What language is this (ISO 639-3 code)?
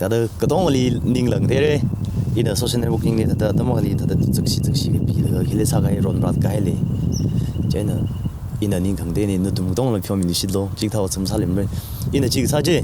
nmf